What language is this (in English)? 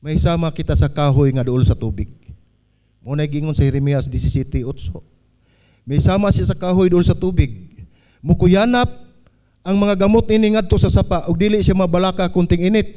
Cebuano